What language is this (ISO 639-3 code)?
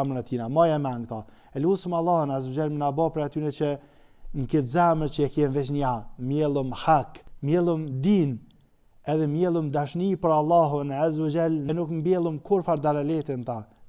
sqi